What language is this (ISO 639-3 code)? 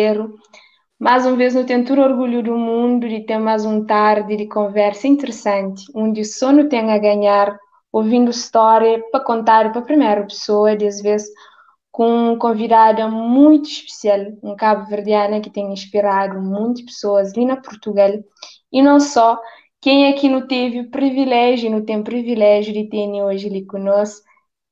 kea